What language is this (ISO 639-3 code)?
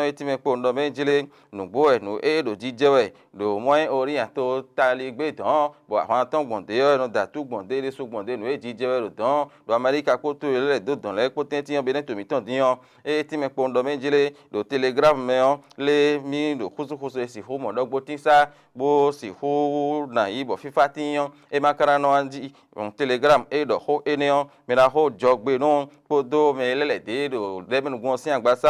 fon